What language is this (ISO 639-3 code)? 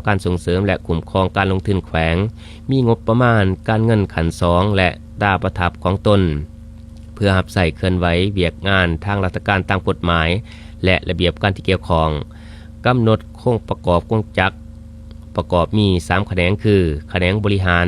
lao